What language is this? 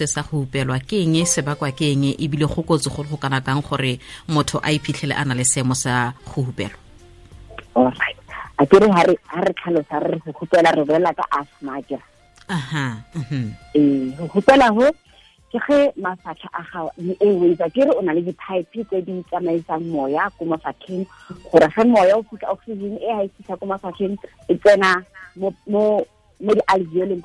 Tswana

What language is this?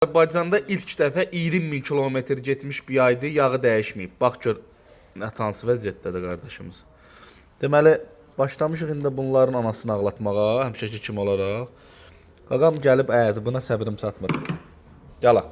Azerbaijani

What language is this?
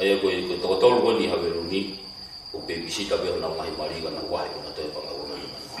Tongan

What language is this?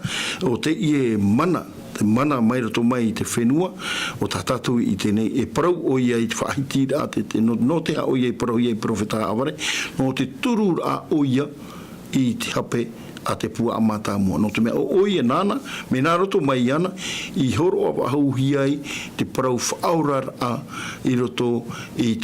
Tahitian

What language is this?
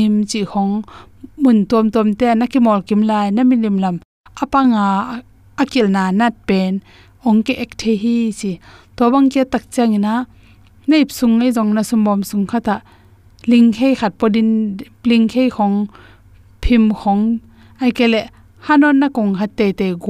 Tedim Chin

